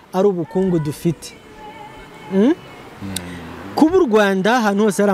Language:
Kinyarwanda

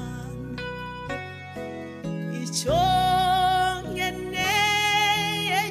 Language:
Kinyarwanda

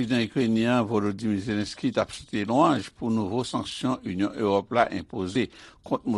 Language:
Haitian Creole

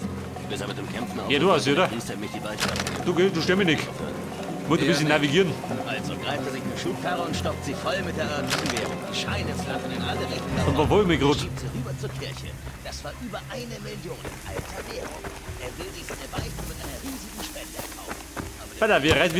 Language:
Bavarian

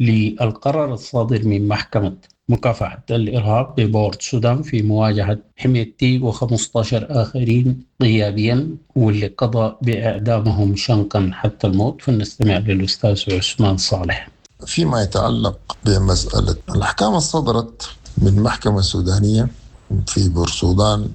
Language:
Sudanese Arabic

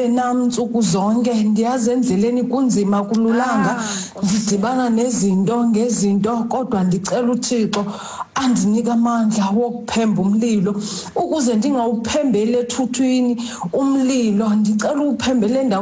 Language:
Xhosa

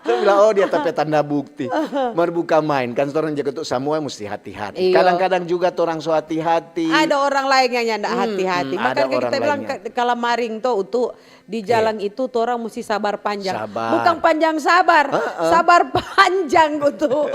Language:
Manado Malay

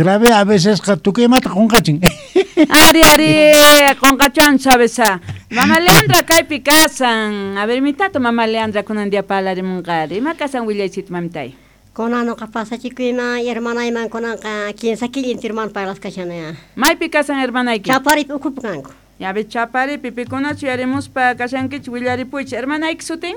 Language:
South Bolivian Quechua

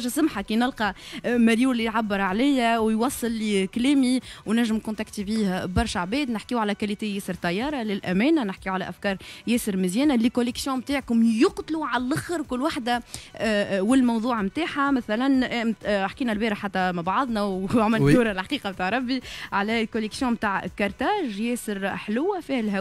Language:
Tunisian Arabic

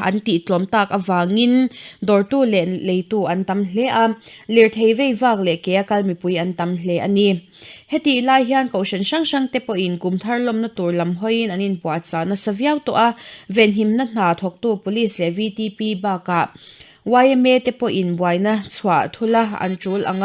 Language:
Mizo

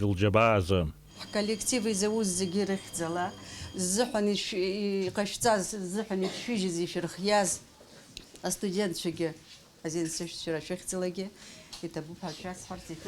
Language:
Abkhazian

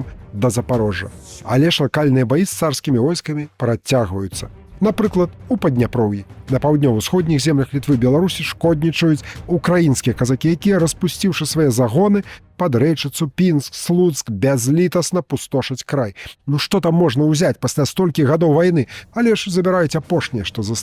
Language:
Belarusian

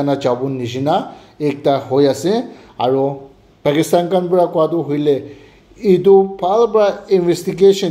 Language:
Naga Pidgin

